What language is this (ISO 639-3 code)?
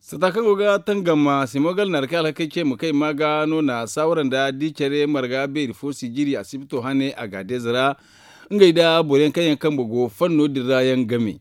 dje